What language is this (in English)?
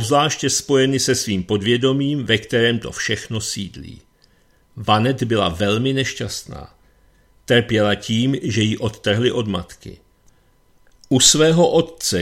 Czech